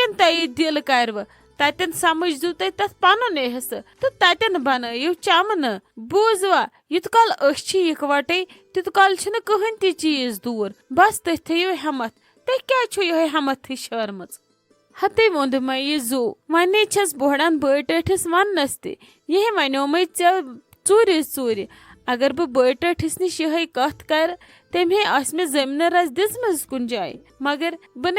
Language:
Kashmiri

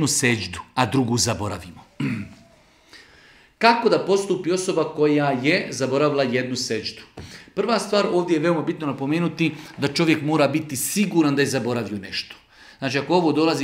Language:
Bosnian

